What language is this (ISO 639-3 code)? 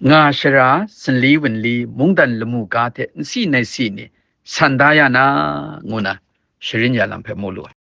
kac